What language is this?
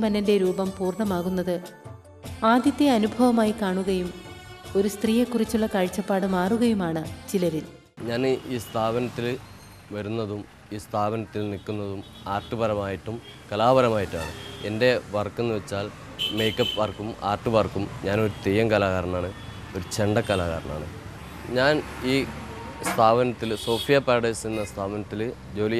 Malayalam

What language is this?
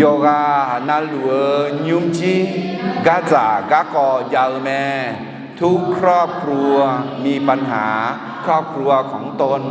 Akha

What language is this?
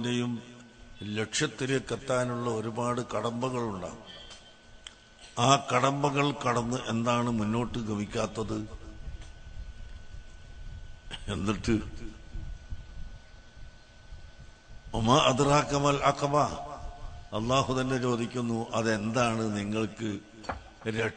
Malayalam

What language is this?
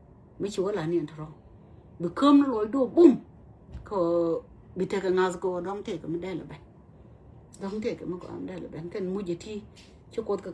Nuer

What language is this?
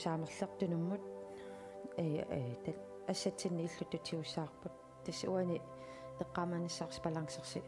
Kalaallisut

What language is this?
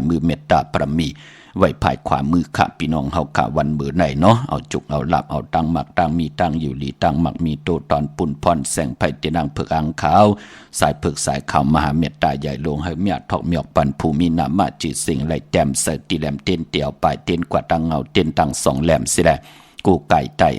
Shan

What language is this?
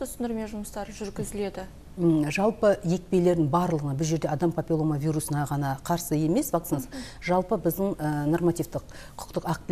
Kazakh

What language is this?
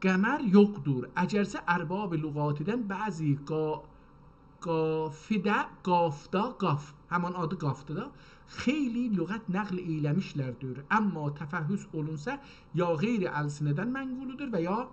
South Azerbaijani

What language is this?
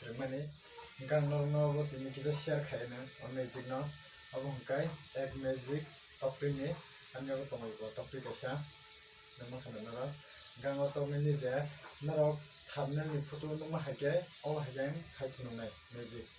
Kok Borok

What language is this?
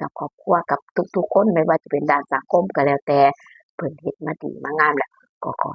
Northeastern Thai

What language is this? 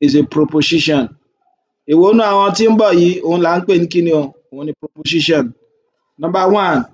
Yoruba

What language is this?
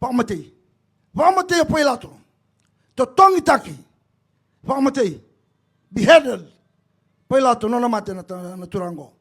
Fijian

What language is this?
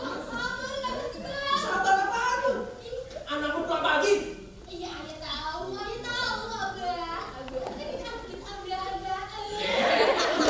Betawi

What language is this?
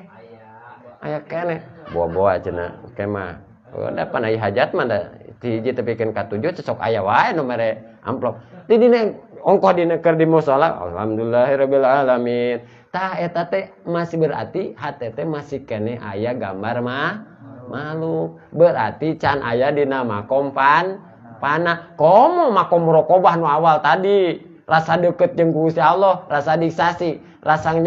Sundanese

